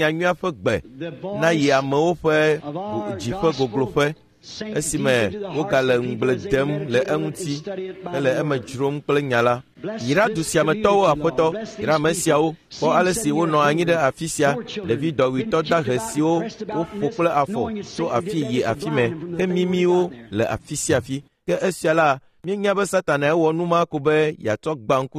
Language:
Ewe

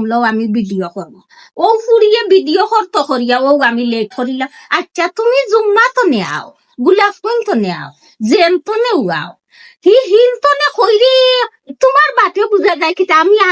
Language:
Sylheti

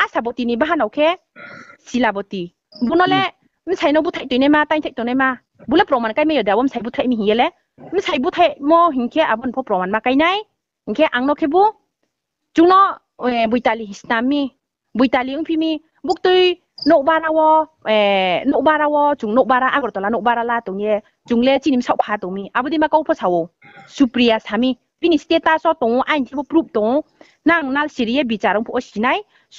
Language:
Riang (India)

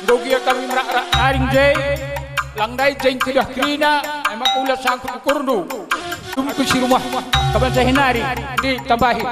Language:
Batak Karo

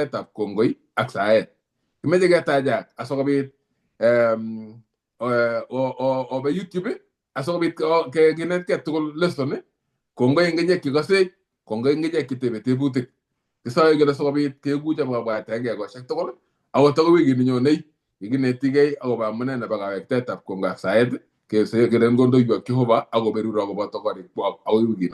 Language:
Kalenjin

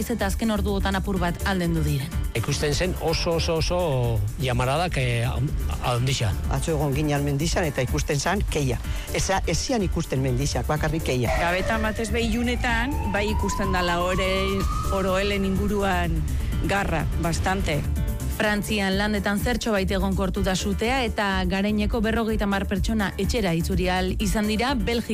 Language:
Basque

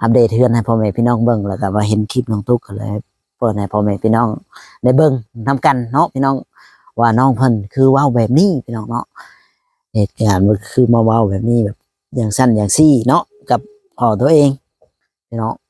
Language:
Lao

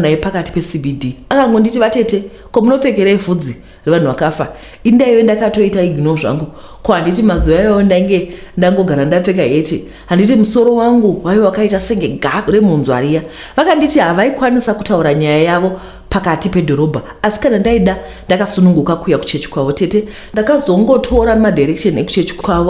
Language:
Shona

